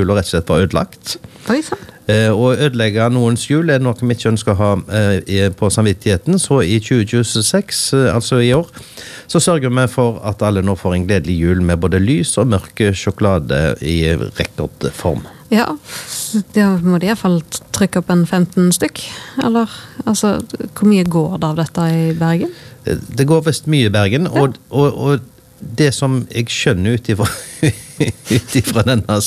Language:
Norwegian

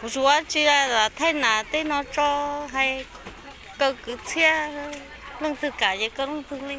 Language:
Hmong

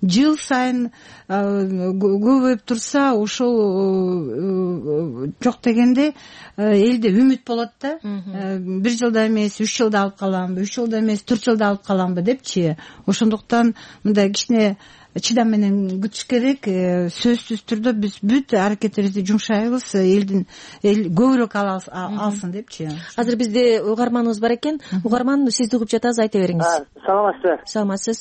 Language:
Kyrgyz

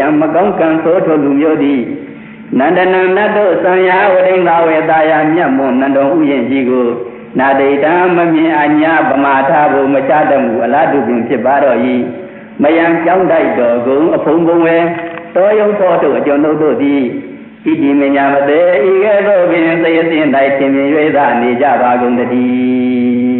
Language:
Burmese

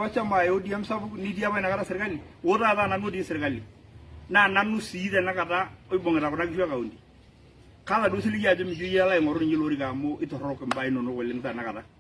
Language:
Masai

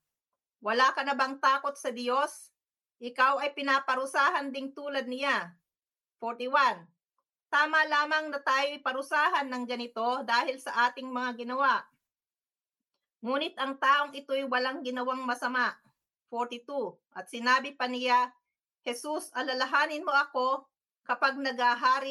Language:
Filipino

